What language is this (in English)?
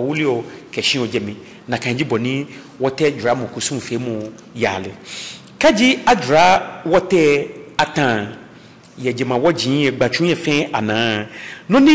Ga